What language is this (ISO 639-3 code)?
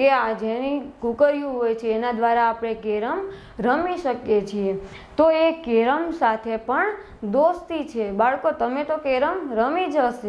guj